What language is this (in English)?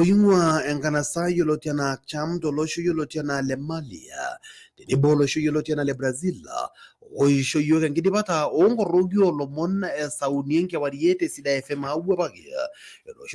Masai